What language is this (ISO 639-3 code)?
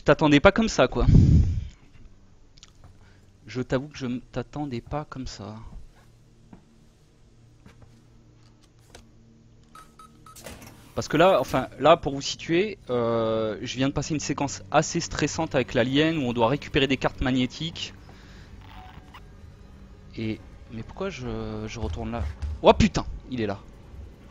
fra